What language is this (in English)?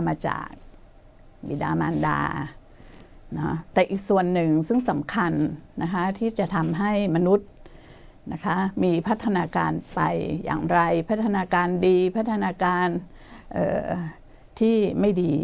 Thai